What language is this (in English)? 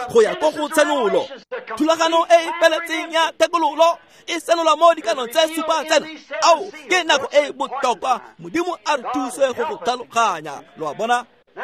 Tswana